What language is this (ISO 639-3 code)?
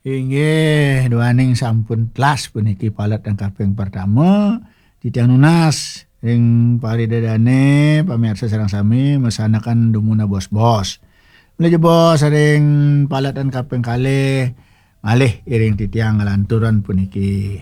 ban